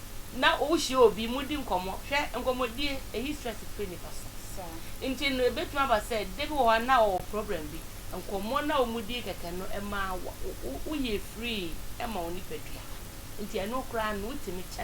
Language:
Akan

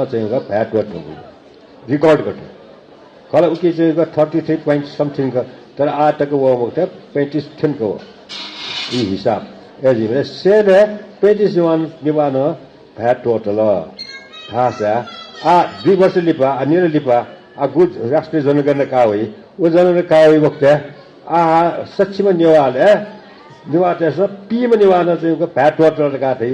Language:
Newari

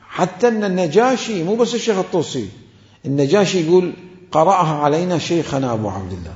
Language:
Mesopotamian Arabic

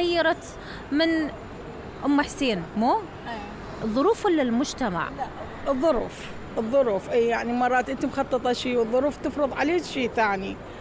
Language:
Mesopotamian Arabic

